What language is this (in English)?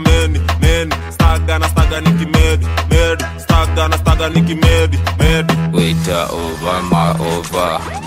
Swahili